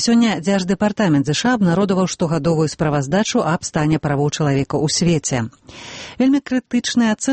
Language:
Belarusian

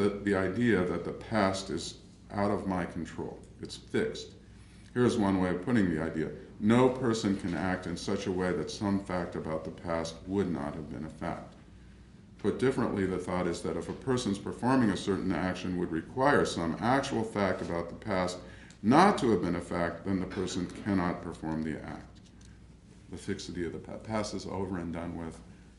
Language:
English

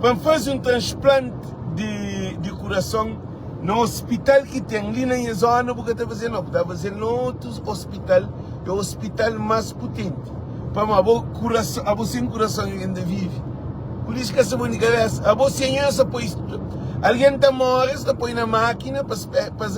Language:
Kabuverdianu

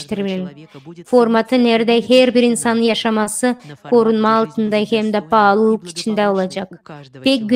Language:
Gagauz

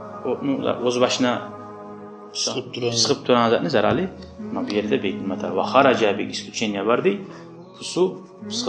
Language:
Kumyk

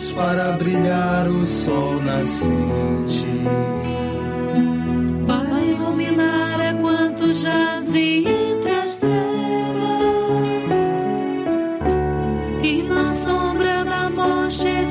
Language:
Portuguese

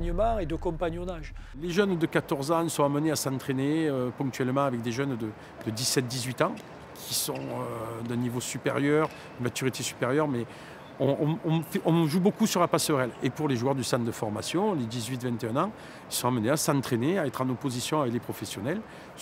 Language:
French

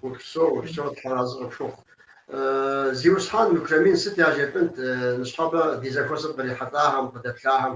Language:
Kabardian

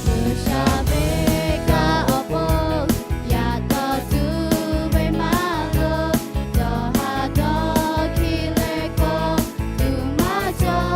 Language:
Lahu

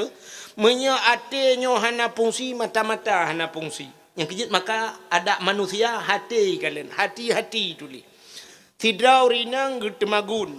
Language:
Achinese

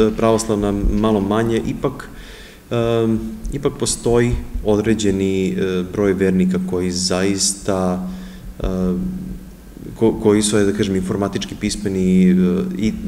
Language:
Serbian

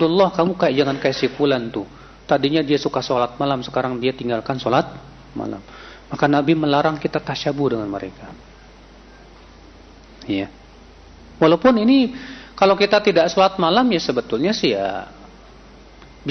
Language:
Indonesian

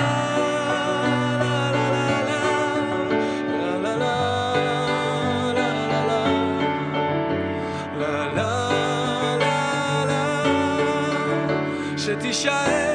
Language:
Hebrew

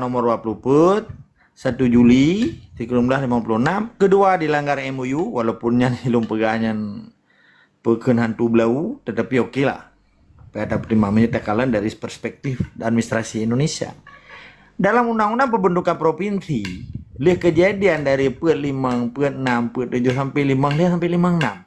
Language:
Achinese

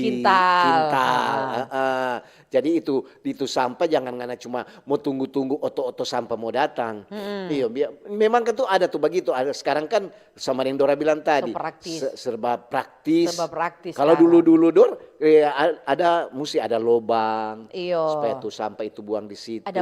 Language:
Manado Malay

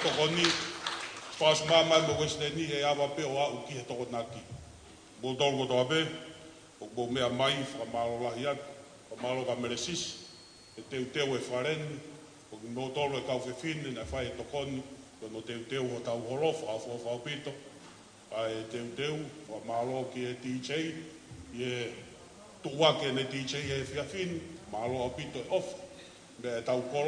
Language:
Tongan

